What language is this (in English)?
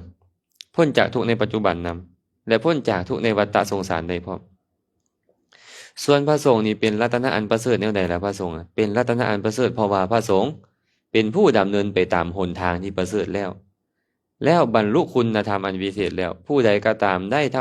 Lao